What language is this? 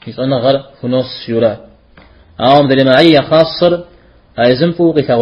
Kabardian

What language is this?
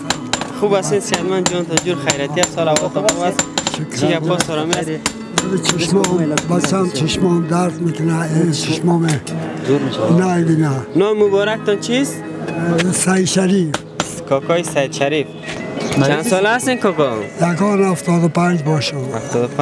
Persian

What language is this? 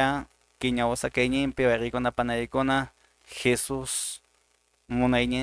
Quechua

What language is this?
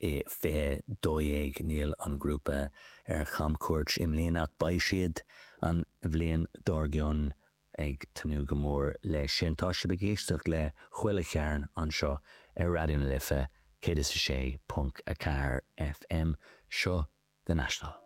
Irish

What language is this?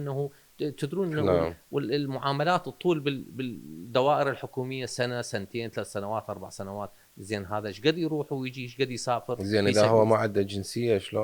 Mesopotamian Arabic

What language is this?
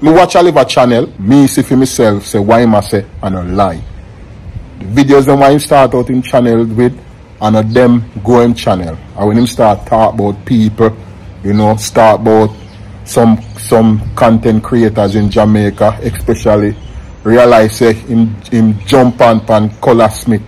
Jamaican Creole English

